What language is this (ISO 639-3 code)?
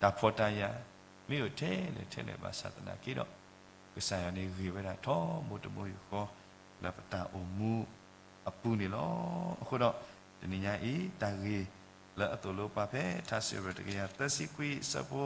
ksw